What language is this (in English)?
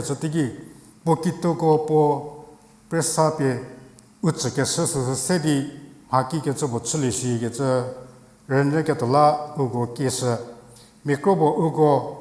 Angami Naga